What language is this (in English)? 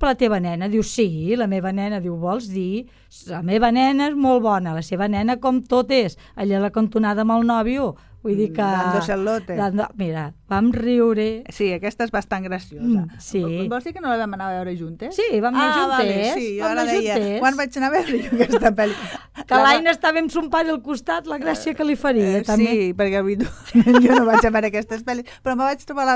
Catalan